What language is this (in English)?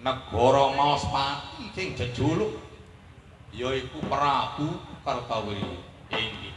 Javanese